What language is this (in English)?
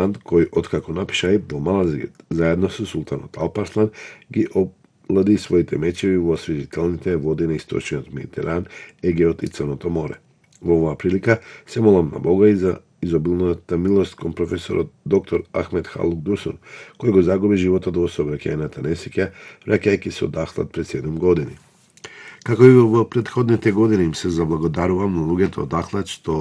Macedonian